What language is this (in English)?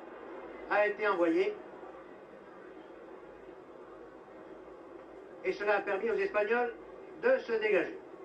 French